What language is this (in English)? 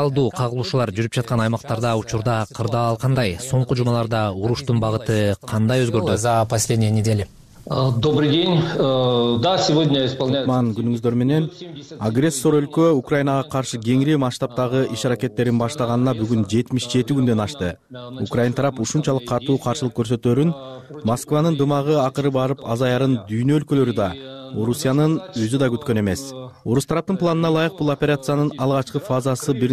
Kyrgyz